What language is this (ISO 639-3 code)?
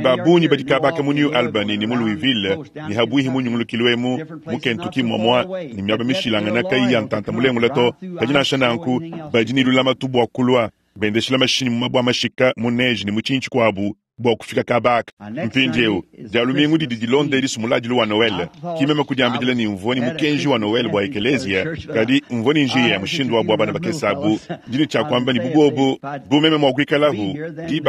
lua